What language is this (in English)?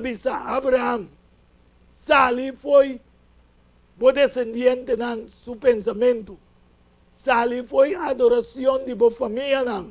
Papiamento